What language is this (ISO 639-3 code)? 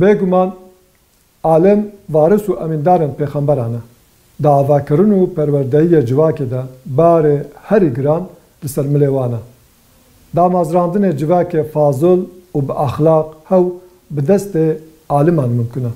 kur